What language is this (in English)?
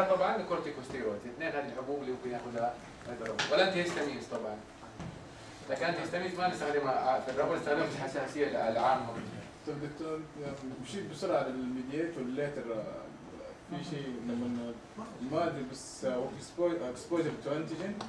Arabic